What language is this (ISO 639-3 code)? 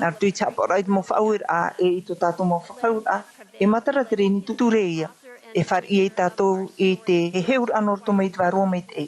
tah